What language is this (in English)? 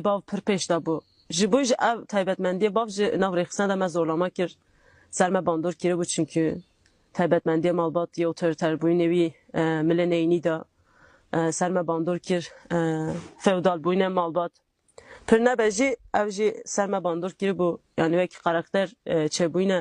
Kurdish